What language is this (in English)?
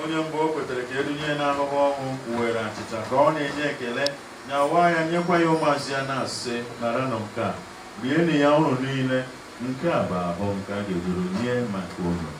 Igbo